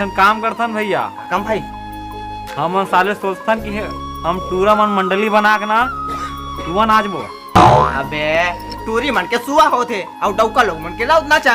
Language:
Chhattisgarhi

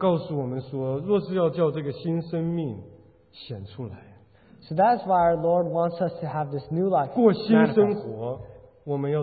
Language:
Chinese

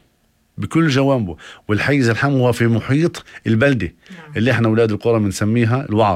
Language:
North Levantine Arabic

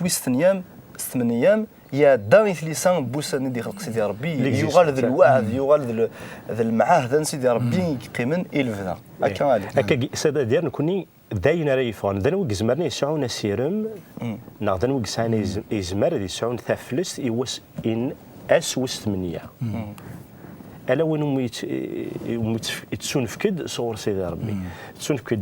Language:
Kabyle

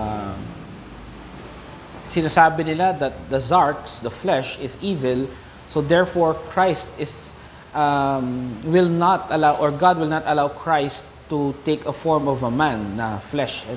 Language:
Filipino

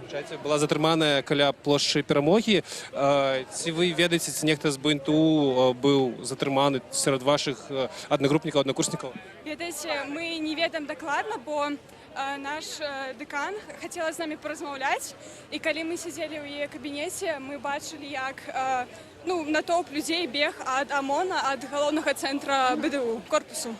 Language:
Belarusian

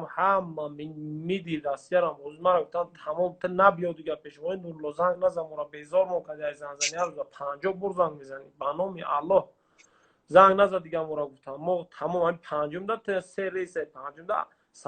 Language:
Tajik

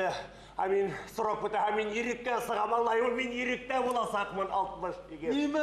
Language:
Bashkir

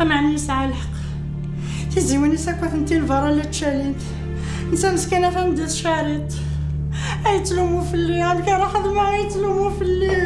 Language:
Kabyle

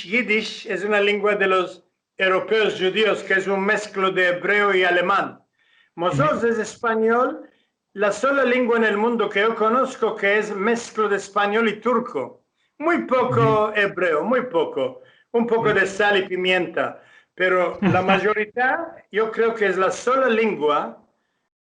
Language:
Ladino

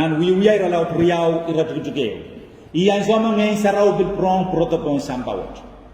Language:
Pohnpeian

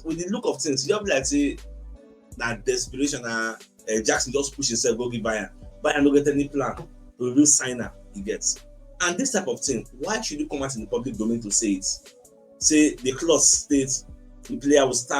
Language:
Nigerian Pidgin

